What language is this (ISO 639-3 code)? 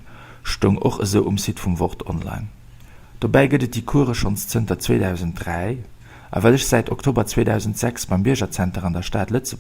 ltz